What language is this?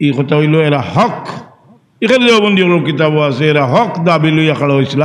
Sylheti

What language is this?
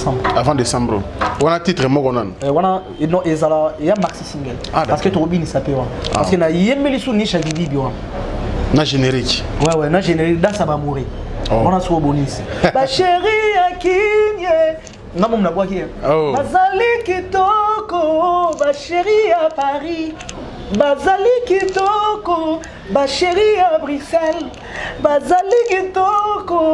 Lingala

